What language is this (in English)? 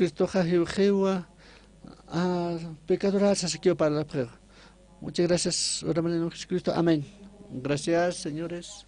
Aymara